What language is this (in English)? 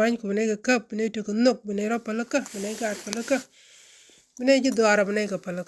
Nuer